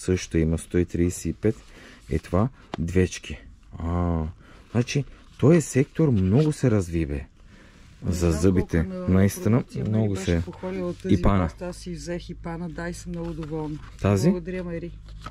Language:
Bulgarian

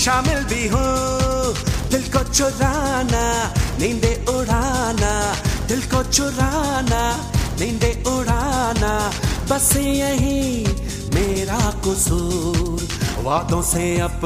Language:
Hindi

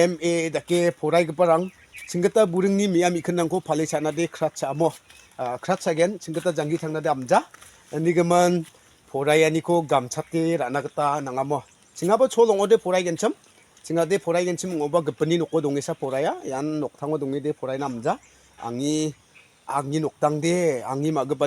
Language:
Garo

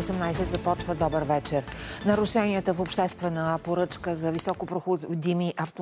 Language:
Bulgarian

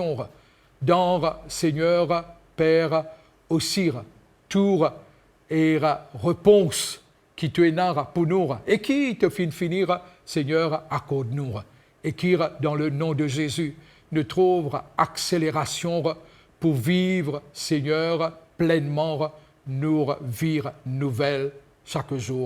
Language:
Morisyen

